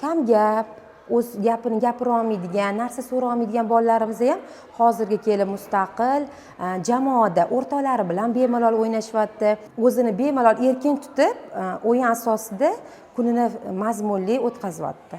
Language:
Uzbek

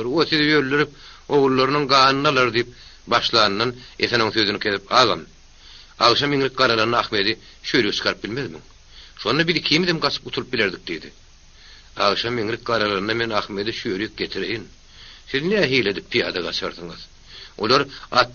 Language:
Turkmen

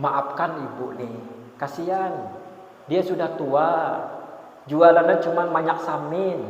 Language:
Banjar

